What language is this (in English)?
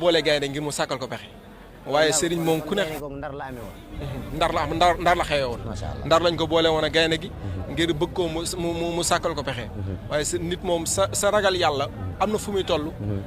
Wolof